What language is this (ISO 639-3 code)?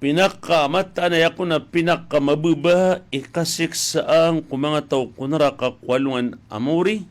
mrw